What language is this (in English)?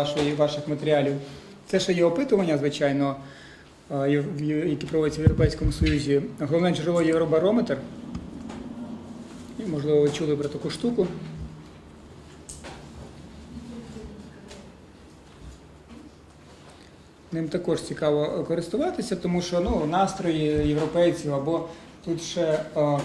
Ukrainian